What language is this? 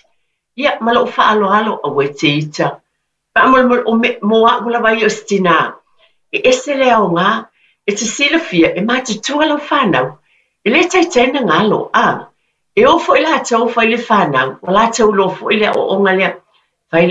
Samoan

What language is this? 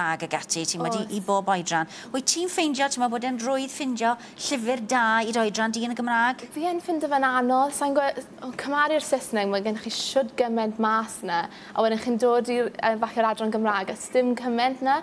Welsh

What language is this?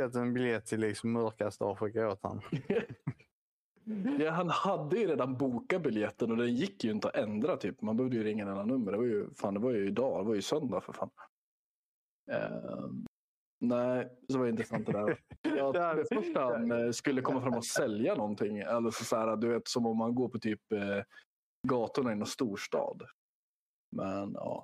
Swedish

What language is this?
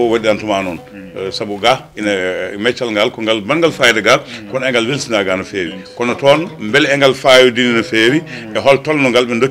Fula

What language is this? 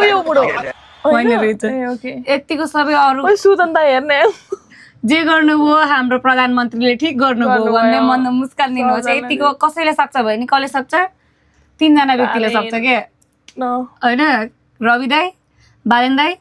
Nepali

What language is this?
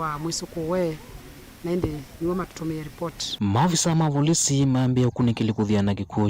Kamba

